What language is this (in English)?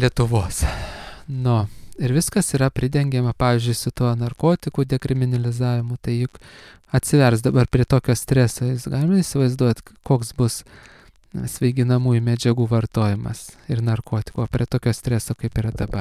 Lithuanian